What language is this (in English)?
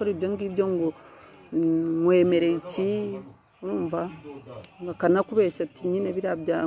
Kinyarwanda